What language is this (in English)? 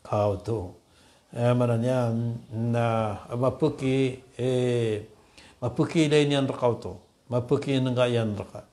Maranao